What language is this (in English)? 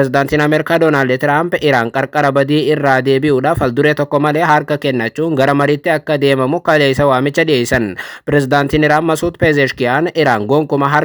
Oromo